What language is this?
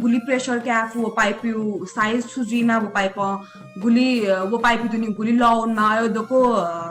Newari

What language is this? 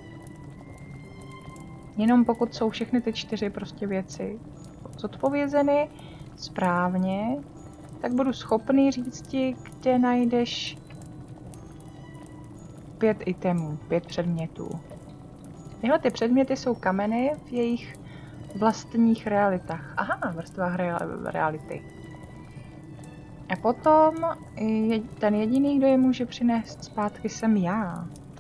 Czech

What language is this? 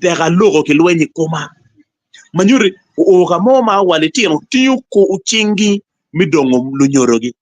Acoli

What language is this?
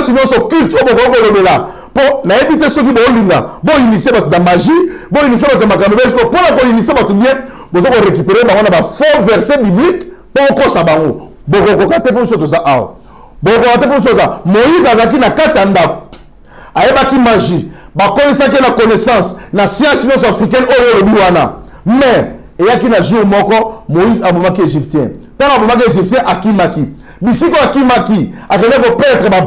Lingala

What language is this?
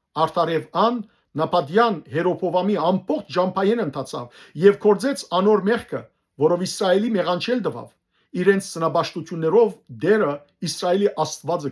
Western Armenian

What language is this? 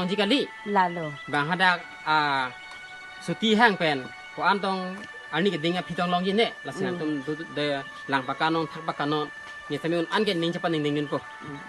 Karbi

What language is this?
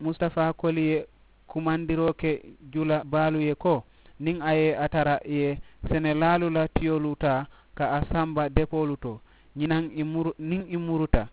Mandingo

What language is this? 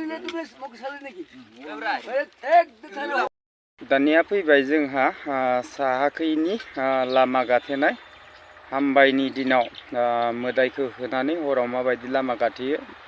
Bodo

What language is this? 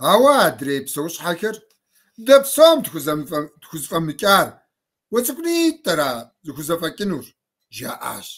Kabardian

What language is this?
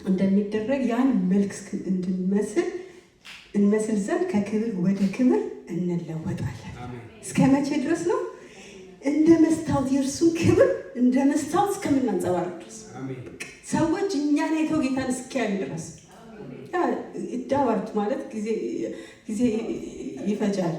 Amharic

